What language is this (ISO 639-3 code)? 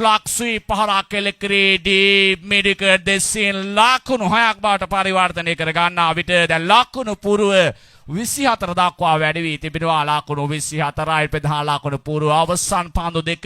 sin